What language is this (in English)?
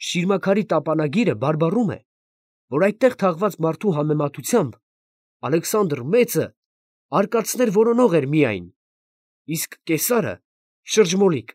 Armenian